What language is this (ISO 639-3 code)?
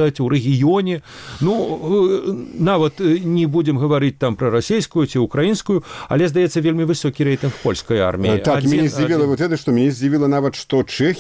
bel